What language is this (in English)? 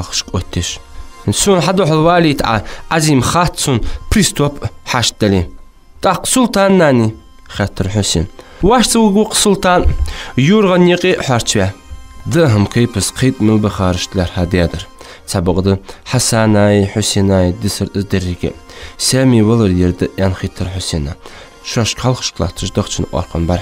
Ingush